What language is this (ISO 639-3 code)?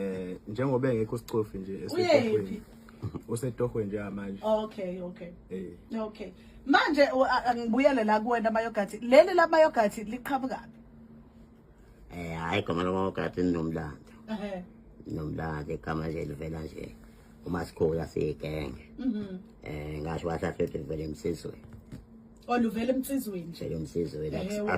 zul